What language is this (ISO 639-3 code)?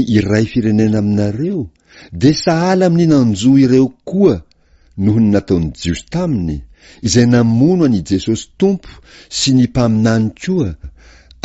mlg